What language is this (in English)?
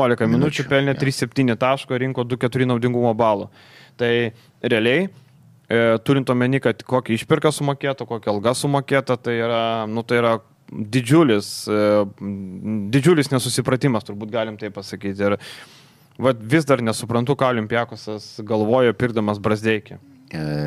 Lithuanian